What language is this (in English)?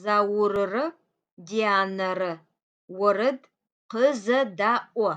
Adyghe